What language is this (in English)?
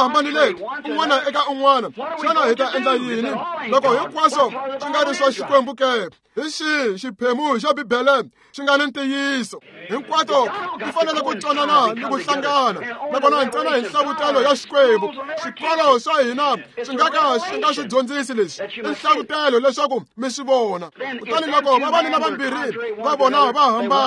Tsonga